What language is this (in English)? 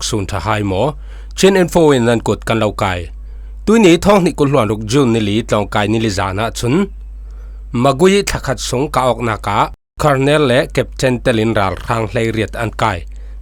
Falam Chin